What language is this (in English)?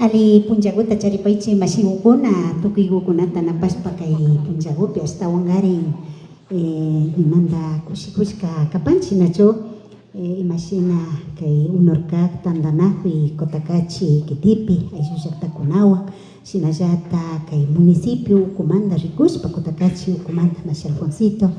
Imbabura Highland Quichua